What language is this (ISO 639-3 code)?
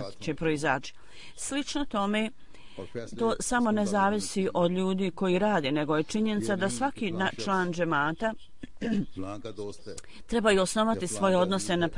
hrv